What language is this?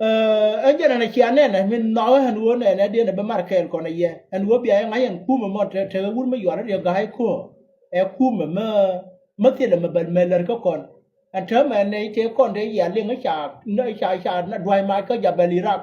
Nuer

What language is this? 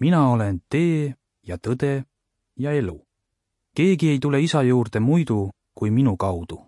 Estonian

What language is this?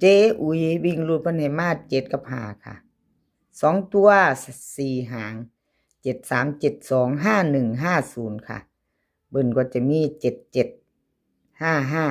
Northeastern Thai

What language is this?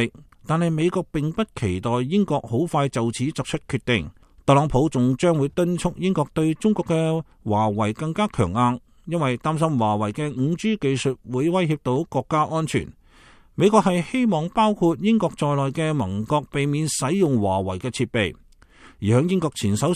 Cantonese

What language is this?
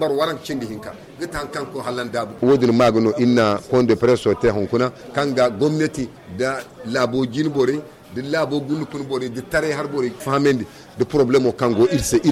Zarma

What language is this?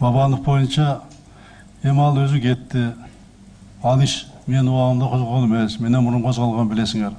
Kyrgyz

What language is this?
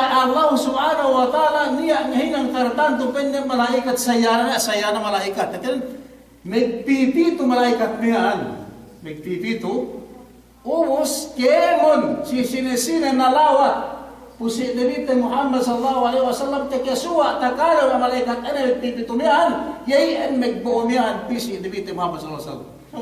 Yakan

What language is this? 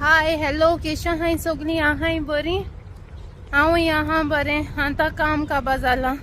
Konkani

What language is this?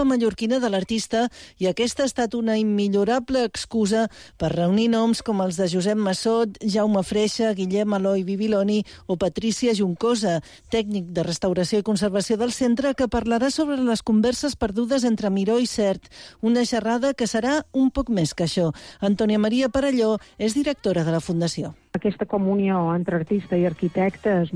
Catalan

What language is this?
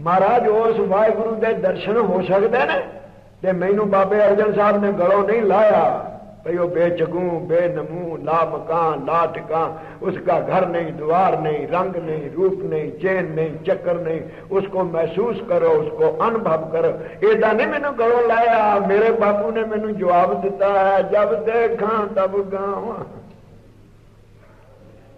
Punjabi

